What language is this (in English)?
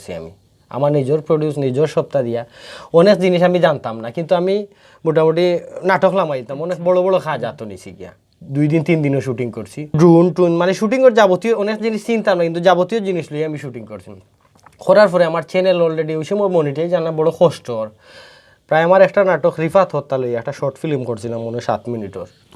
Sylheti